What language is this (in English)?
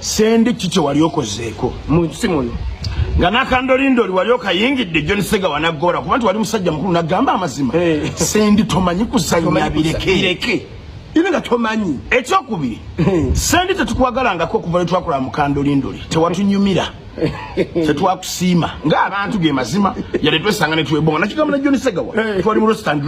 Ganda